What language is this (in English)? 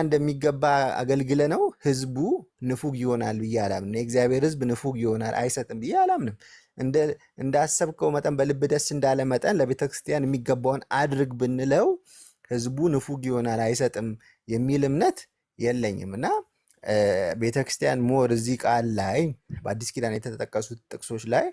Amharic